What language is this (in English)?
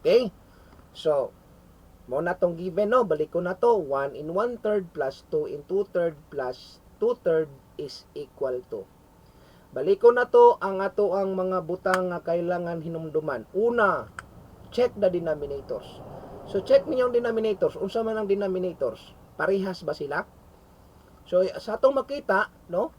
Cebuano